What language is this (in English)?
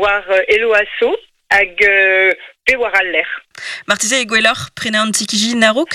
Breton